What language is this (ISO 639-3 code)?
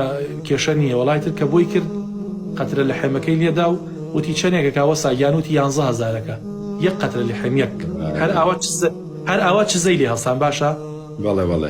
ckb